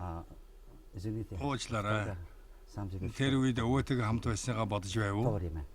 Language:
Mongolian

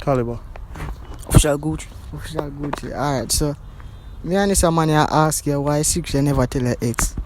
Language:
Jamaican Creole English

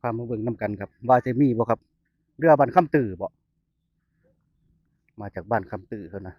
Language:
Northeastern Thai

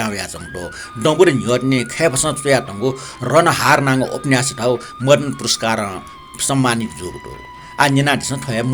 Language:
Newari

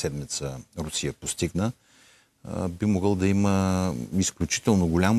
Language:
Bulgarian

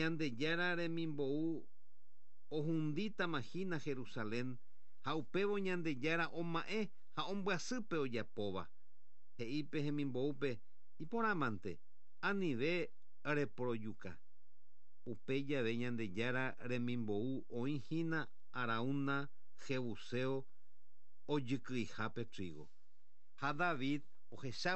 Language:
Guarani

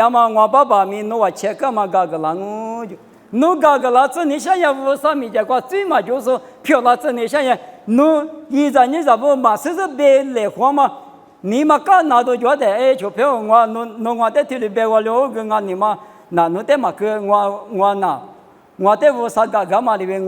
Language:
Lisu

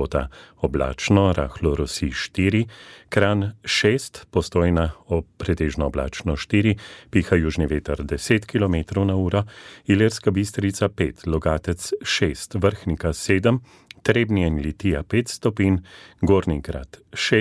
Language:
Slovenian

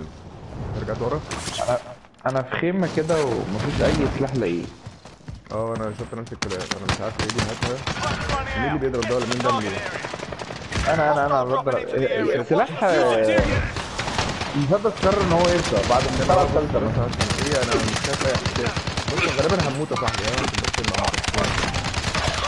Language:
Egyptian Arabic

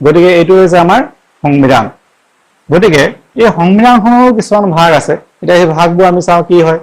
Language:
Assamese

